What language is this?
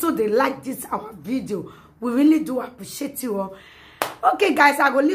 Nigerian Pidgin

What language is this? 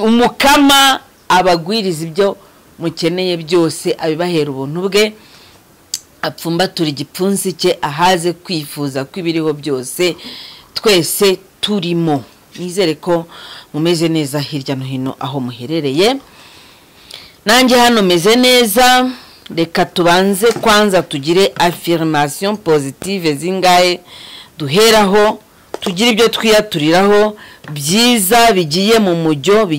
Kinyarwanda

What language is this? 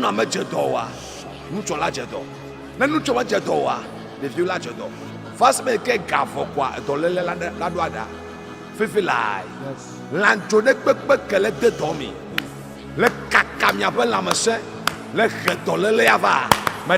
Ewe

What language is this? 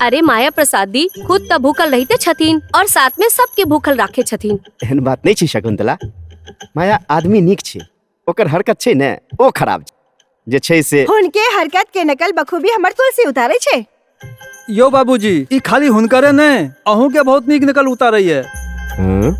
Maithili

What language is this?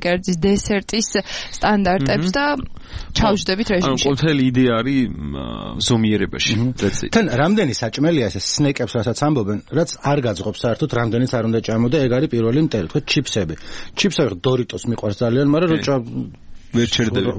Georgian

